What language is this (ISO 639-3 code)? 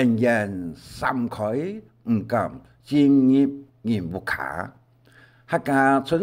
hak